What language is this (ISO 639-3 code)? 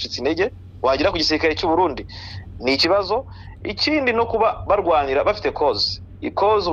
kin